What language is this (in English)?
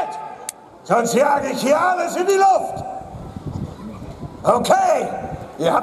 German